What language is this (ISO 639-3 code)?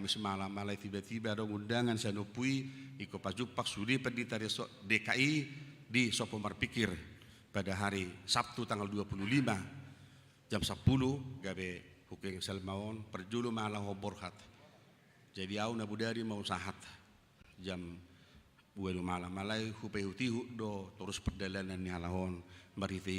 bbc